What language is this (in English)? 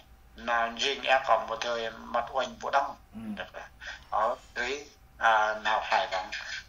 Central Mnong